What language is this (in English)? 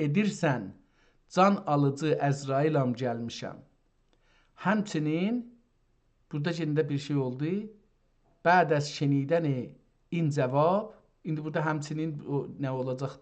South Azerbaijani